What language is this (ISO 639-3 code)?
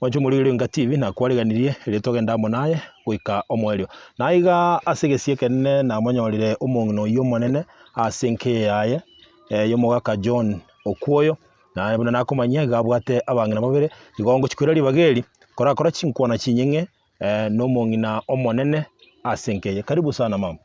guz